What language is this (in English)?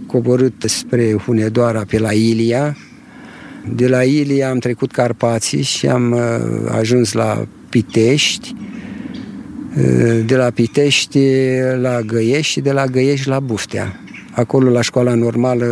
Romanian